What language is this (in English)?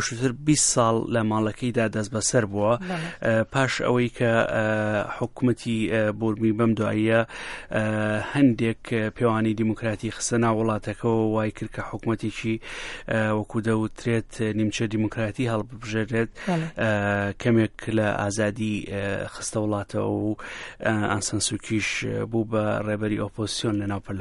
Central Kurdish